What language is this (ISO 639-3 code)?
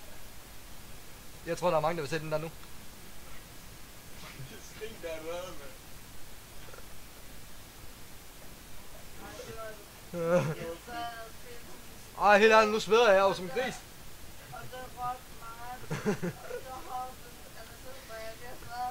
dan